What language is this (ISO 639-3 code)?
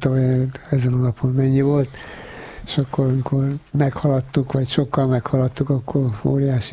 hun